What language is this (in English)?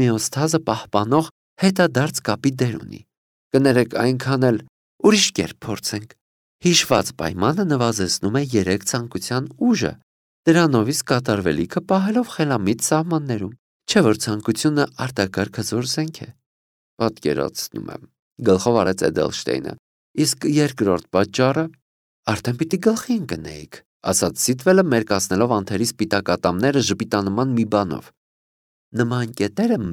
Armenian